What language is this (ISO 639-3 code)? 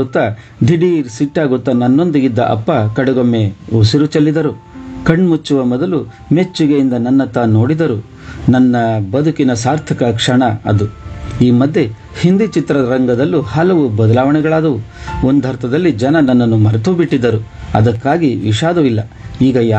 kan